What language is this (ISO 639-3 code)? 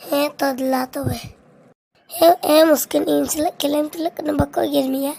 sat